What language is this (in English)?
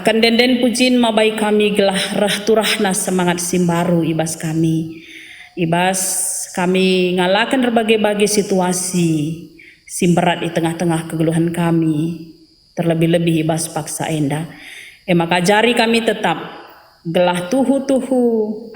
Batak Karo